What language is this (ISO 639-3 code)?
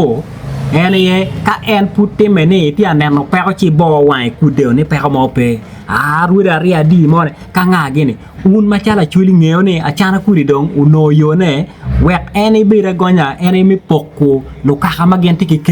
ach